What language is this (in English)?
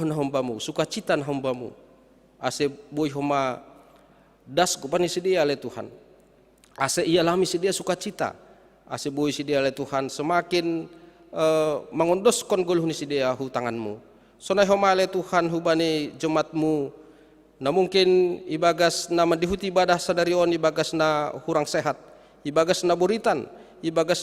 Batak Simalungun